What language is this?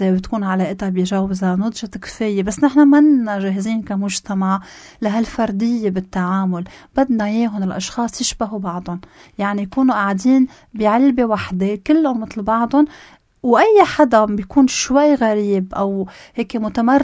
North Levantine Arabic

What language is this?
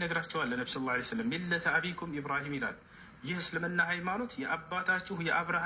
Amharic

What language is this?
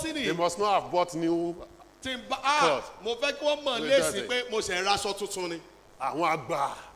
Yoruba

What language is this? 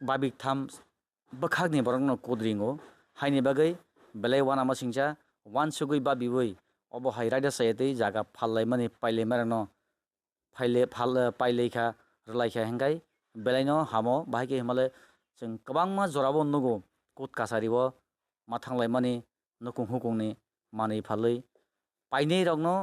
Kok Borok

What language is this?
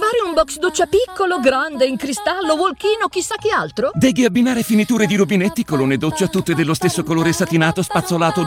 Italian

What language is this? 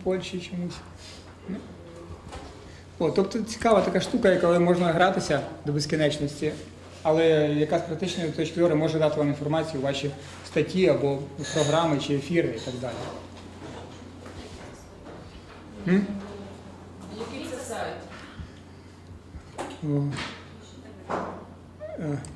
Ukrainian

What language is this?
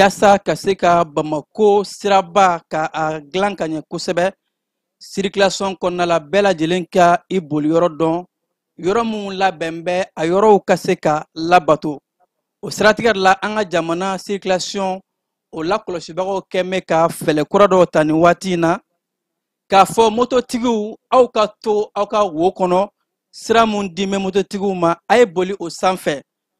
Bambara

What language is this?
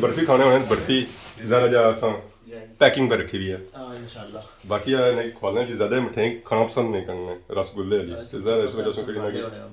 Pahari-Potwari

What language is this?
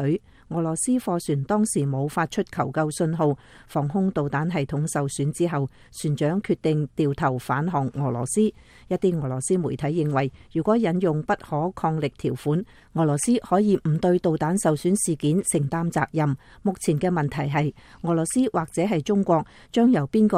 Cantonese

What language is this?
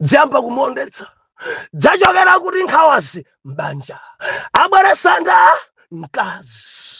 Nyanja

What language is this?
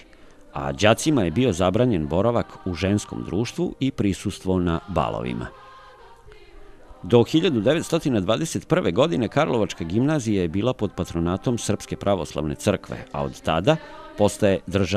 Serbian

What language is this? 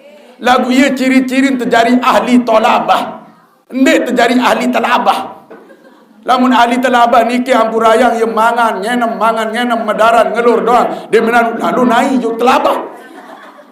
Sasak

